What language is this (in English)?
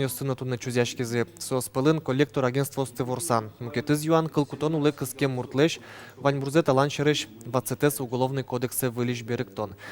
Udmurt